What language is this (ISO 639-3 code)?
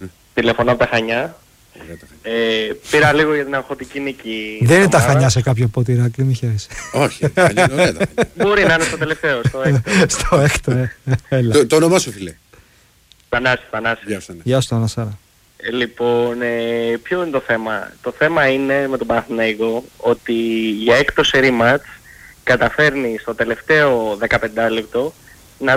ell